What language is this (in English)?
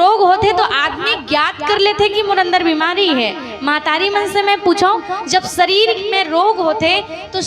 Chhattisgarhi